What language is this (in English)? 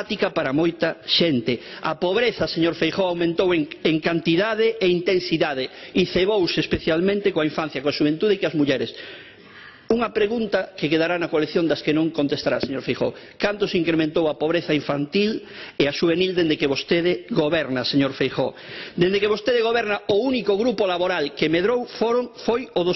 Galician